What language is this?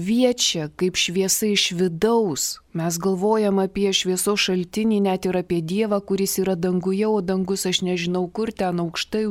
Lithuanian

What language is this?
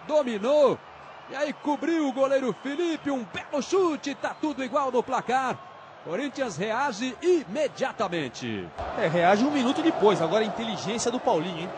Portuguese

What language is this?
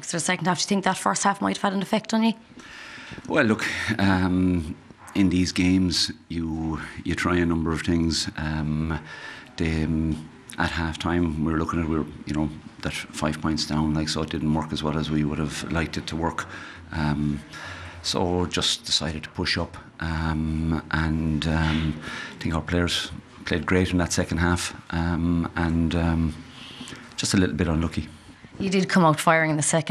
English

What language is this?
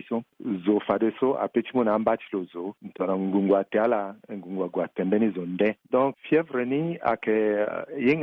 Sango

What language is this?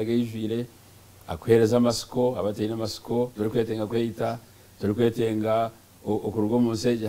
Nyankole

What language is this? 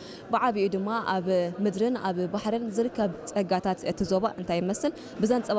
Tigrinya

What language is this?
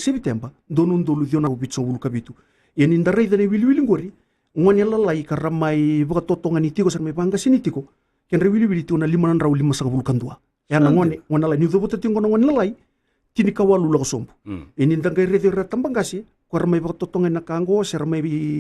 Fijian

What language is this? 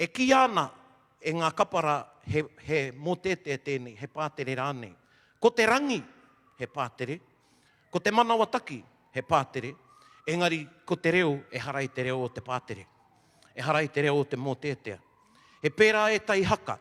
Māori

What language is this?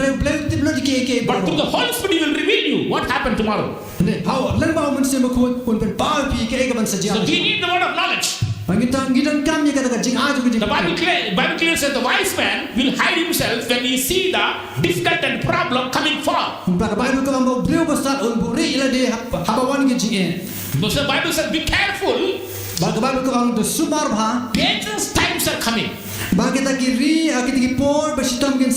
Khasi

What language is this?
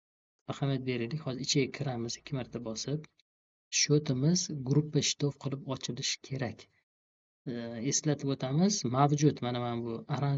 Uzbek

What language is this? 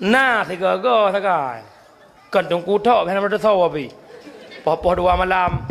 Achinese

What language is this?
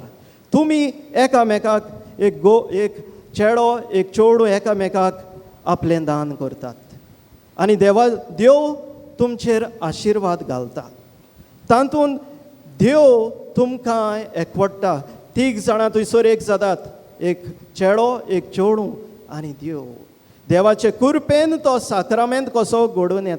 Konkani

